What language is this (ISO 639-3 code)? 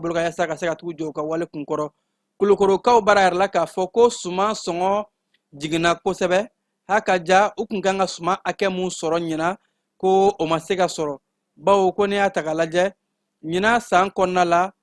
bam